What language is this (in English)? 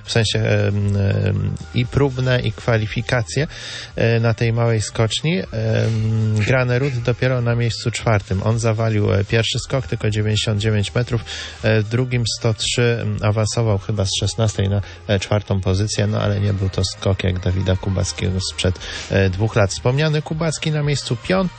Polish